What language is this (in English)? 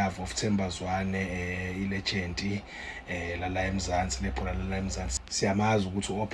Zulu